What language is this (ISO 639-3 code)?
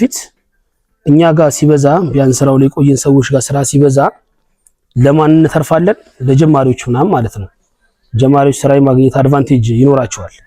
amh